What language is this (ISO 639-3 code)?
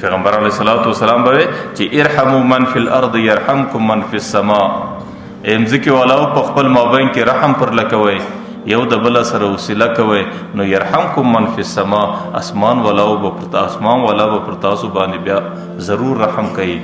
pus